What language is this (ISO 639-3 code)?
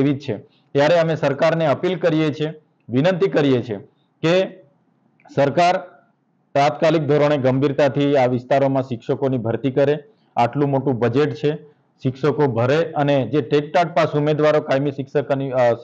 guj